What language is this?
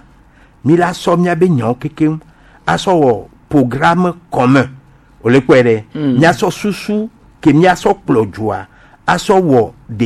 Gen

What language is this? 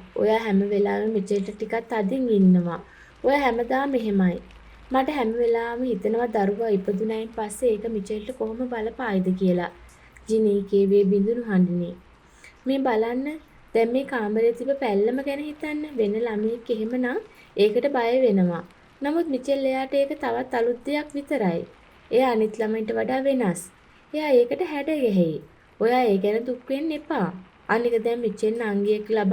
Sinhala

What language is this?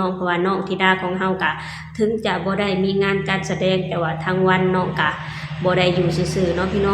Lao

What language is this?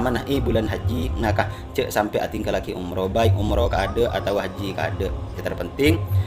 Madurese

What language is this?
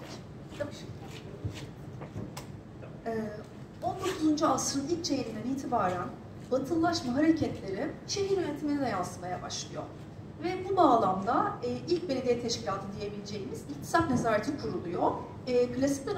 Turkish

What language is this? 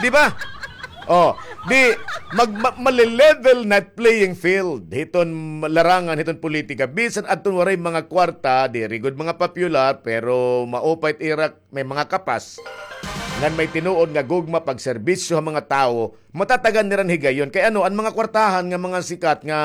Waray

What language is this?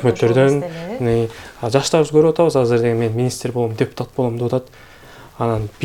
Kyrgyz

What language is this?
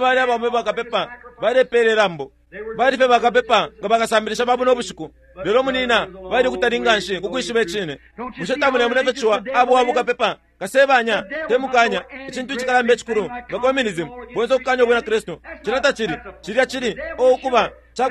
Bemba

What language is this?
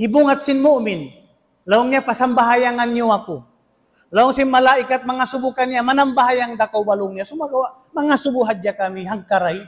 Tausug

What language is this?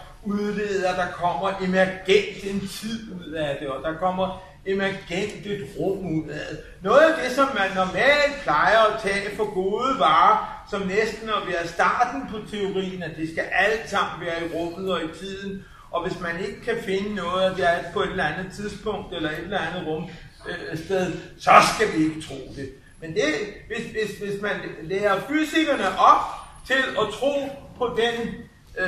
Danish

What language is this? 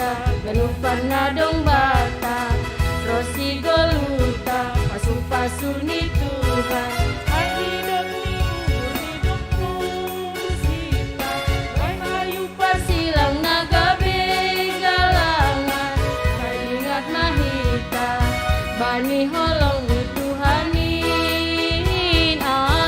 Batak Simalungun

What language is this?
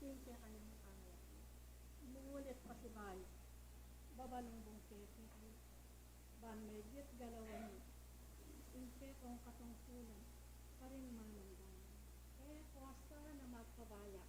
Pampanga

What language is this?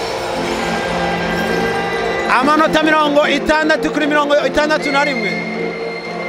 Kinyarwanda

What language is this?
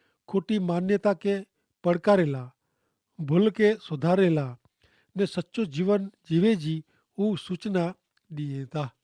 Kachhi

